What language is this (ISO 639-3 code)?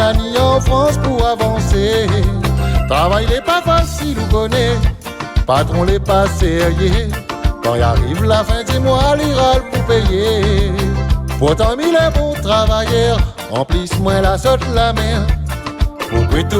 rcf